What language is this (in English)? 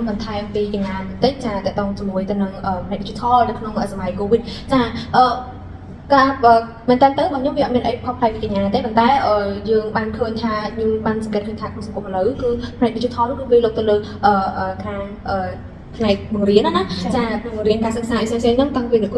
Khmer